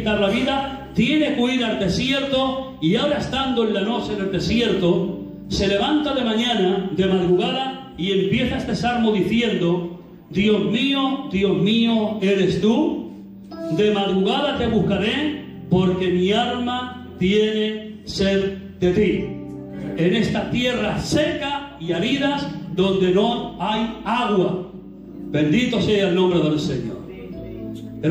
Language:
Spanish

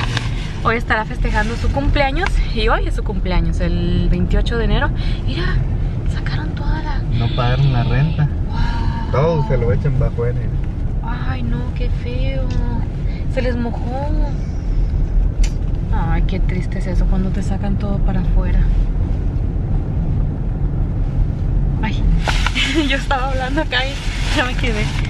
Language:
Spanish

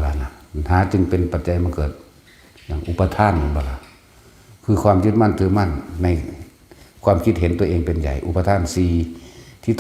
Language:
Northeastern Thai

